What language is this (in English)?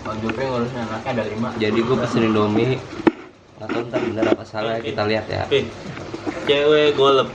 Betawi